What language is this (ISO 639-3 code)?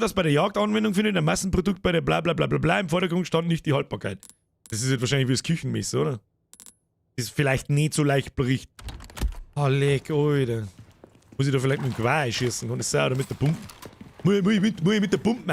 bar